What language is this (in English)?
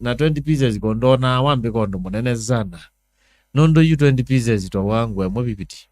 Kamba